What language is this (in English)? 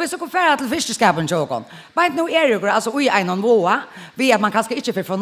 Faroese